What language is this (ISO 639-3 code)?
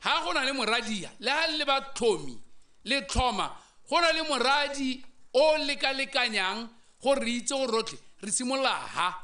tsn